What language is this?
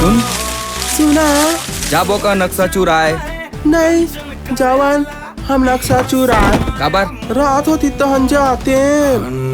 Chhattisgarhi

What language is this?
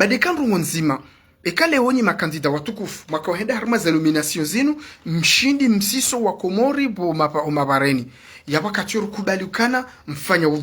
Ngazidja Comorian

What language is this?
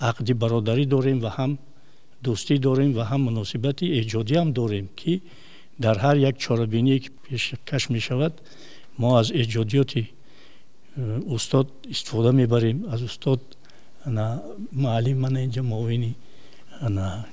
Tajik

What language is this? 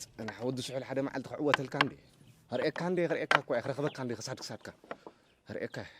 Tigrinya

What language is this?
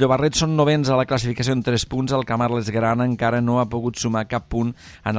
Catalan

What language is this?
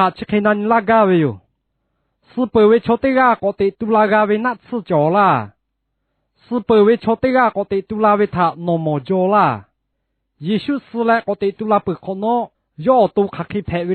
Lahu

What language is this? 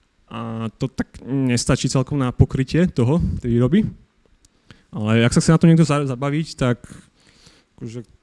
Slovak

